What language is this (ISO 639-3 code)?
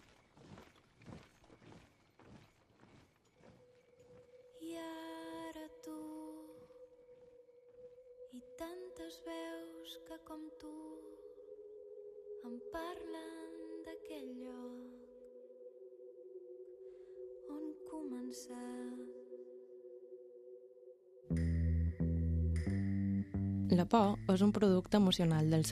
cat